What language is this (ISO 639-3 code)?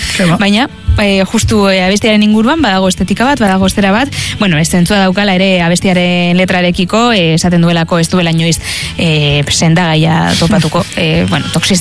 eus